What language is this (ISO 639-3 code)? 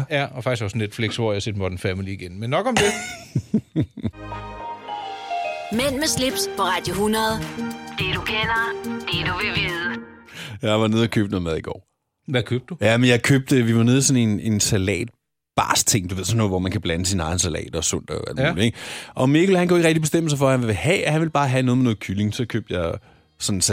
dan